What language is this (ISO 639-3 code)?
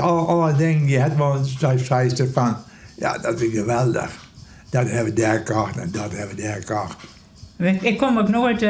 fry